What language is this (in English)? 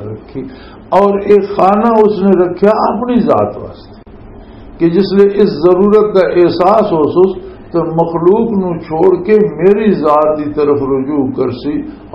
Western Panjabi